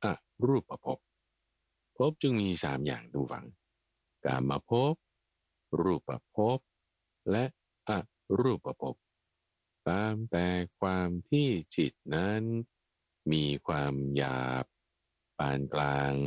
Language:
Thai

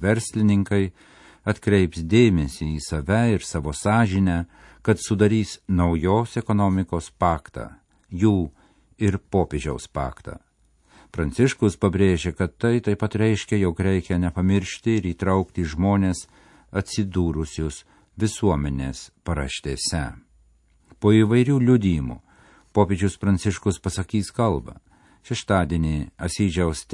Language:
Lithuanian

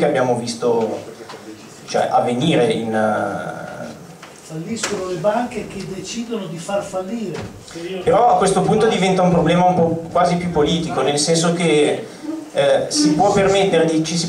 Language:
Italian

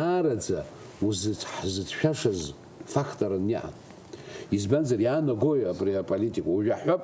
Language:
Abkhazian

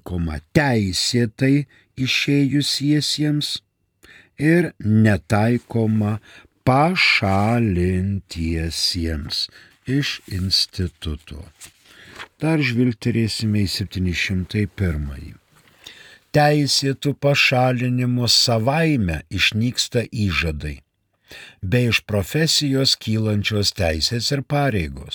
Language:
Lithuanian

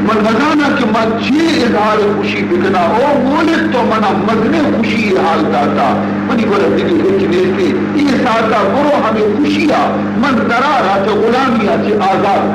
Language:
Baluchi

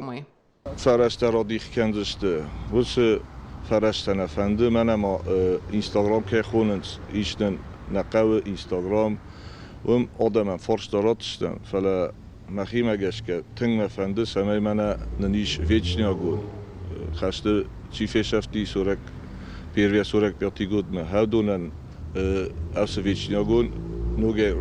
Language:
Ossetic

